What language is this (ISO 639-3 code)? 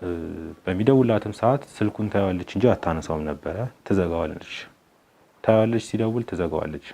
amh